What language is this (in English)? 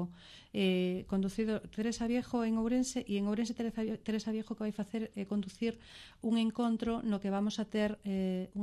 Galician